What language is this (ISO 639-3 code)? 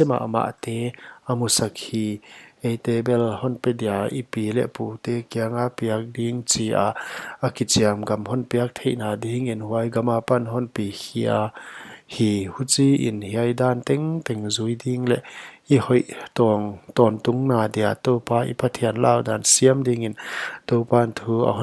pck